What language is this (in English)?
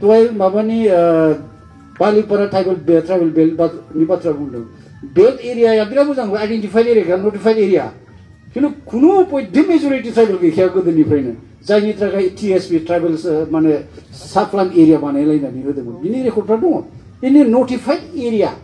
Bodo